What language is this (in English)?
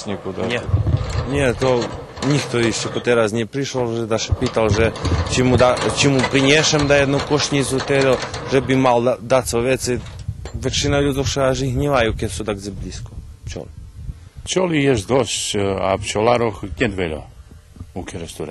Rusyn